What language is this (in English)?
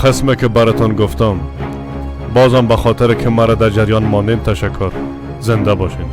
Persian